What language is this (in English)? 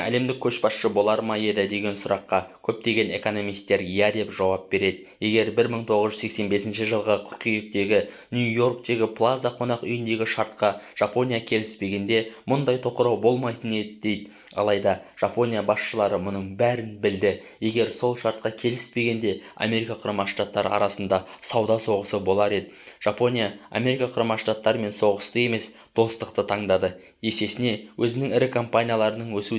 Kazakh